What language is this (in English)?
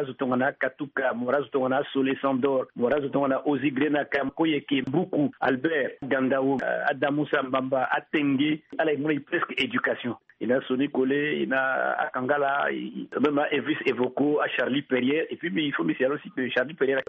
Sango